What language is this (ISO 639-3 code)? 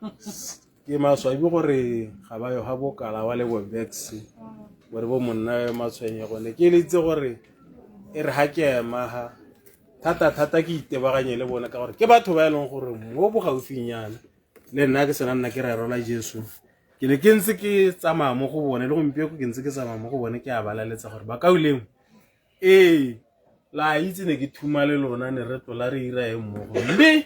tsn